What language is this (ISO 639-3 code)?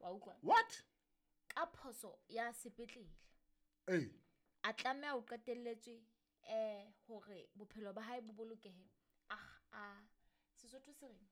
sot